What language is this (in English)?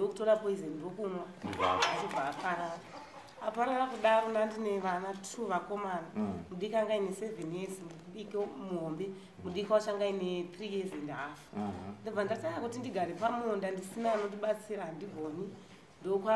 Shona